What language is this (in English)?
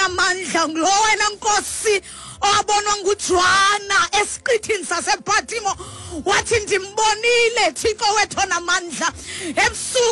Xhosa